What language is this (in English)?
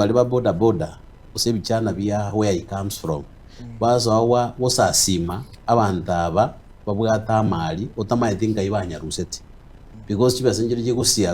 Gusii